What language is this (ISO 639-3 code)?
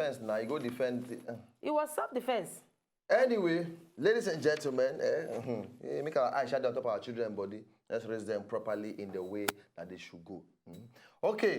pcm